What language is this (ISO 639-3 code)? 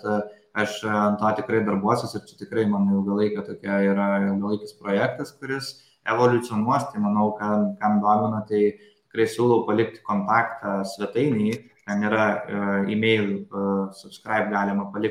lit